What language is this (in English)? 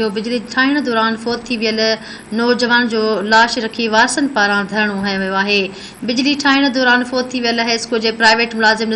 Sindhi